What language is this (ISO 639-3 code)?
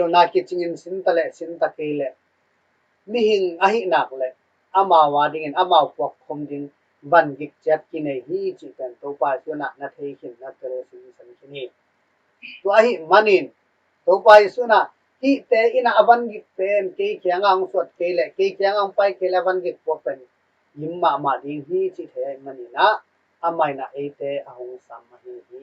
ctd